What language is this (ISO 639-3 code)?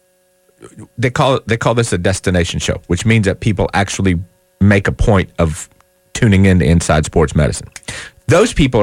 eng